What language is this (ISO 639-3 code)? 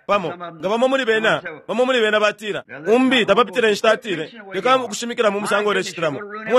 bem